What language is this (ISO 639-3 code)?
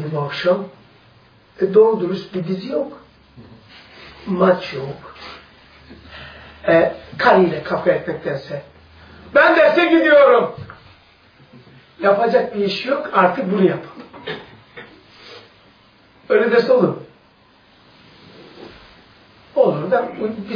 tur